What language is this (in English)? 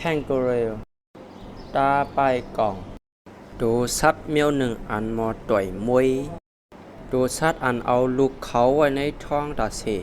Shan